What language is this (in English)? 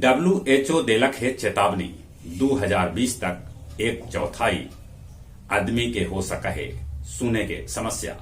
Magahi